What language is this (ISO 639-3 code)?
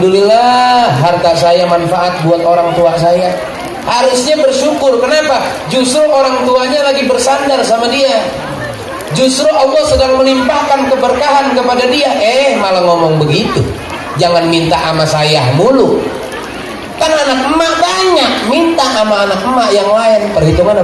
bew